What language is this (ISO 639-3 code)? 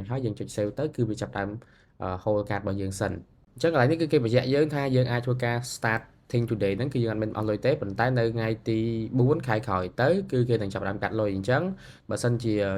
khm